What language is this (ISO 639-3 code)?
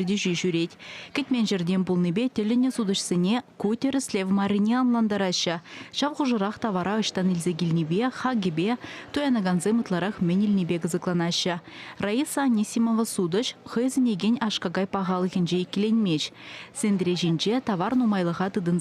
chv